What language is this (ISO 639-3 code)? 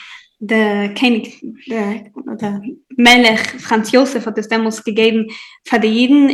yid